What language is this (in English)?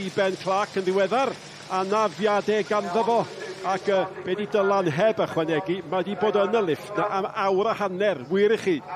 Welsh